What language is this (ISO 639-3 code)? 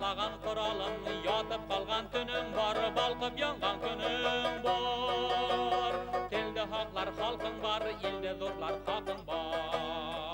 bak